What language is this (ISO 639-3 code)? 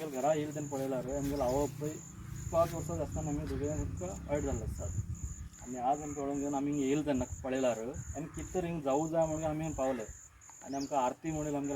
kok